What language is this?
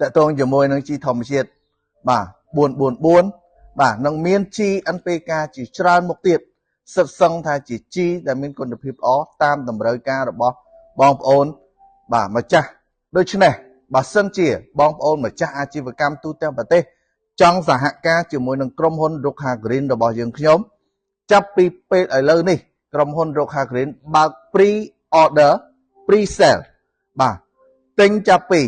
Khmer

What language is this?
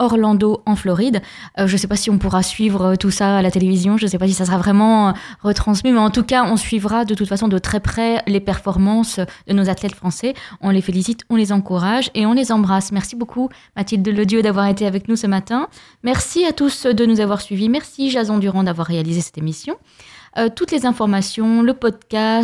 French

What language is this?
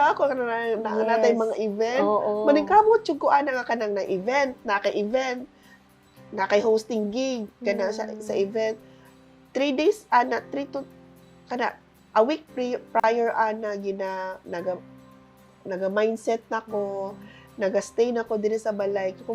Cebuano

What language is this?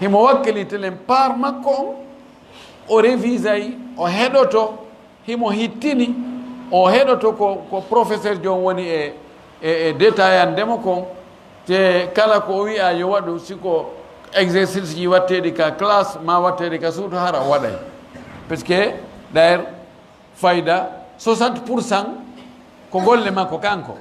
Fula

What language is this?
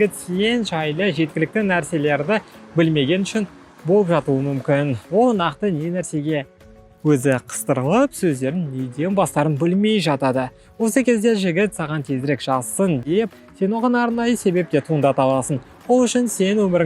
Kazakh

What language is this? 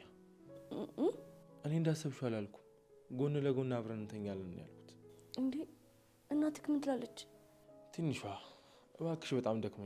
Amharic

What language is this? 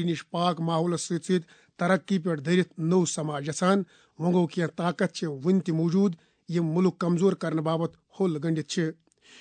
Kashmiri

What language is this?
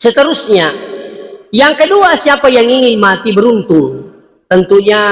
Buginese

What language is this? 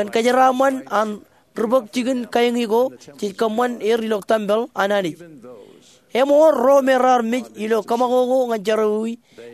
Marshallese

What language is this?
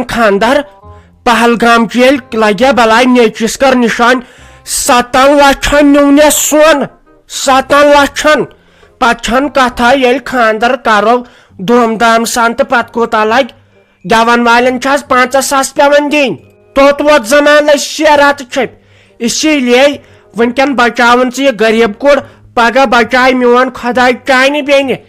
Kashmiri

